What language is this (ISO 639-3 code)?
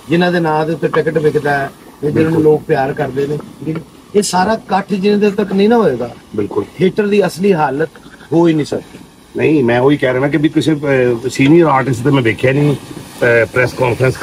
pan